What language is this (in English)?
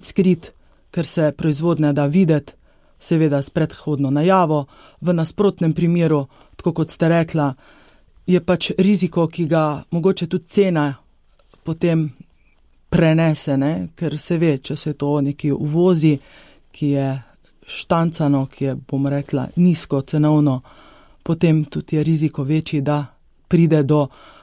Slovenian